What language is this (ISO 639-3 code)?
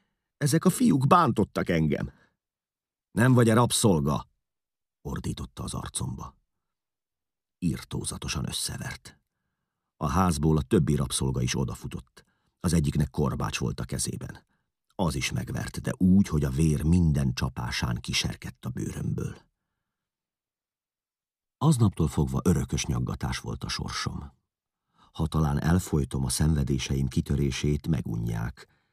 hun